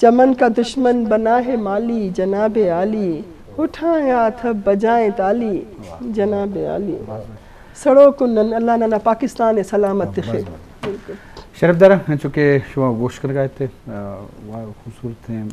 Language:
Eastern Balochi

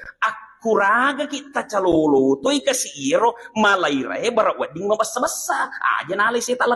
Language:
Buginese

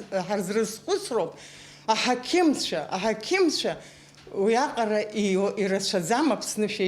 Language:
Abkhazian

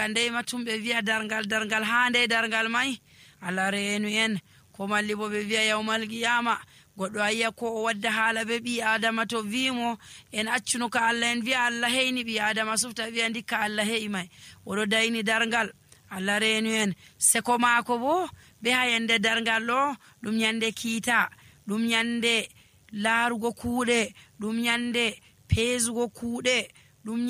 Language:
Nigerian Fulfulde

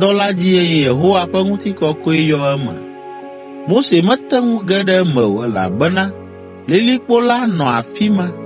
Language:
Ewe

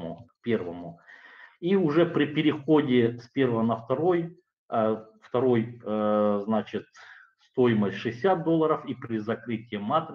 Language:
Russian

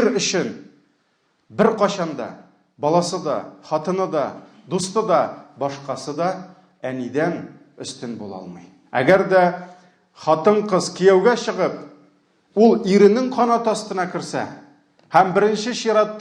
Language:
Tatar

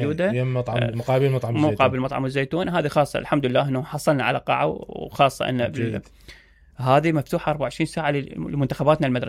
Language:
Mesopotamian Arabic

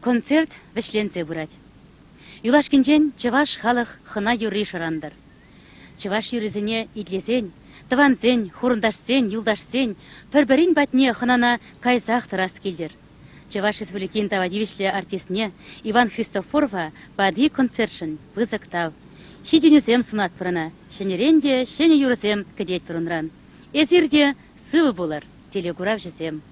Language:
Chuvash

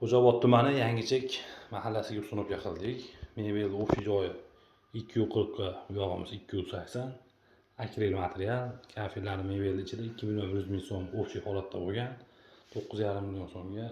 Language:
Uzbek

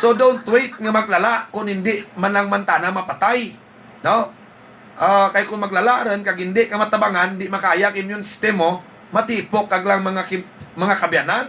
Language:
Hiligaynon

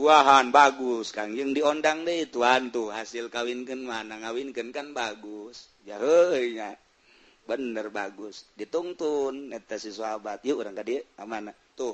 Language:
Sundanese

